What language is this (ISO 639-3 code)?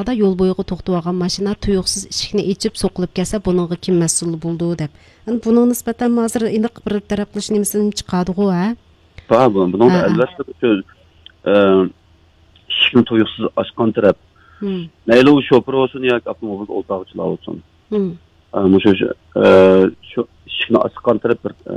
uig